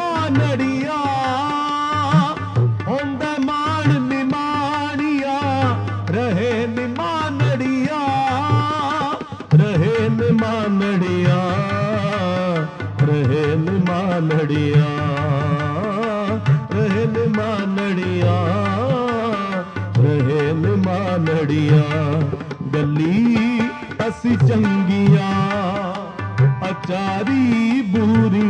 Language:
Punjabi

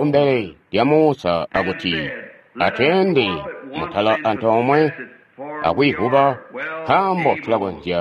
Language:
Tonga (Zambia)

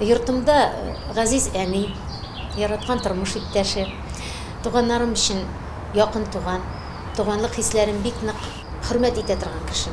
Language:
Tatar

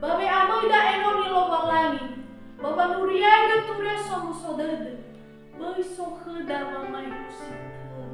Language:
Nias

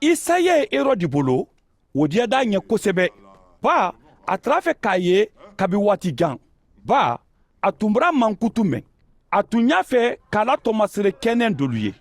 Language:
Mandingo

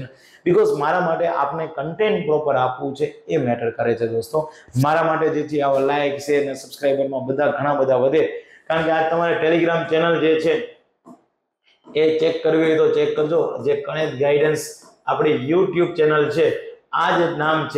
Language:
Gujarati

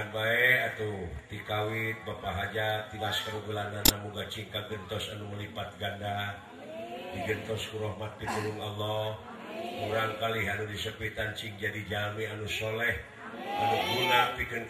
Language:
Sundanese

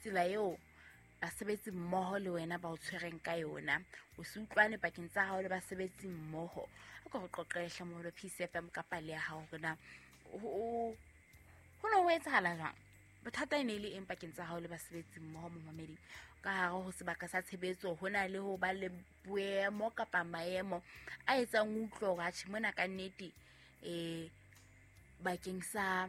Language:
Southern Sotho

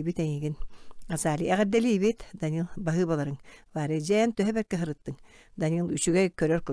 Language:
Yakut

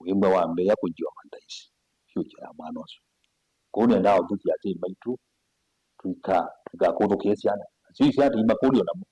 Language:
Kamba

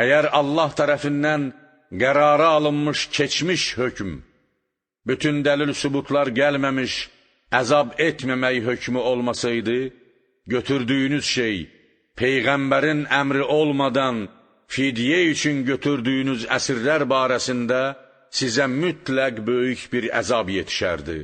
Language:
Azerbaijani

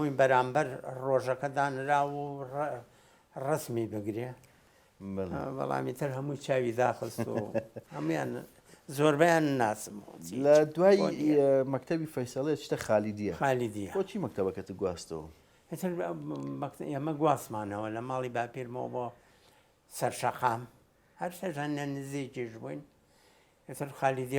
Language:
Central Kurdish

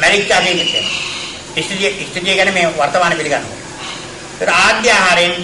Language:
Sinhala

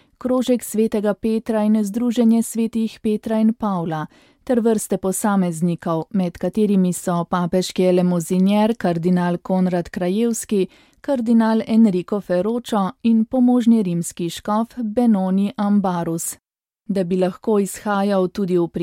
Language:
Slovenian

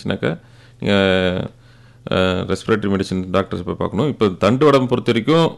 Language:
Tamil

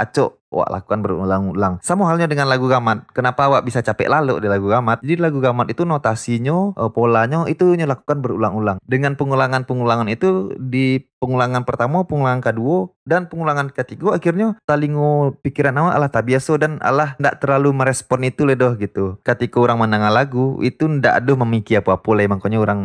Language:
Minangkabau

